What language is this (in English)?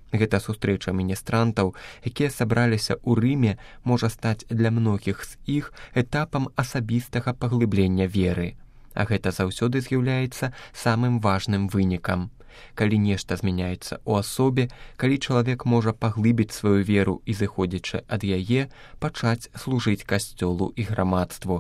Belarusian